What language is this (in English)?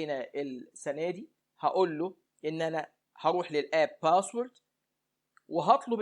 Egyptian Arabic